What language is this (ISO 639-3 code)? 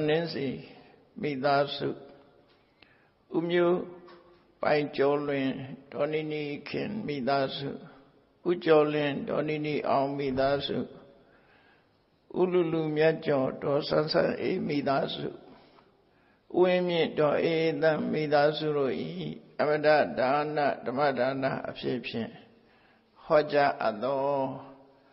mya